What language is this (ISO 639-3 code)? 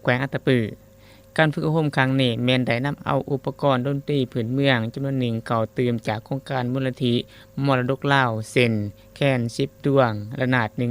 lao